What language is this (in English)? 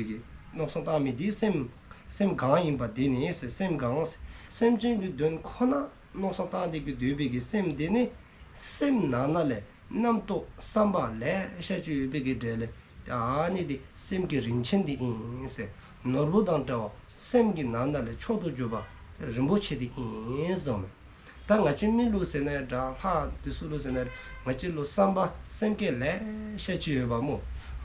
Dzongkha